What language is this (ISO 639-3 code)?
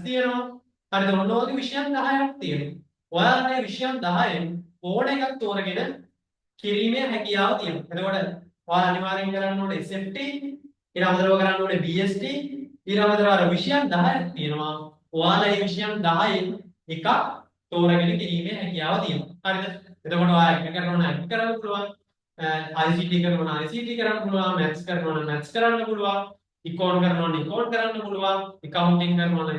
sin